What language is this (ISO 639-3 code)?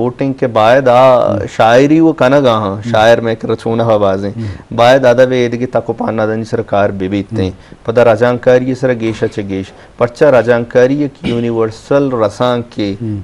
bgp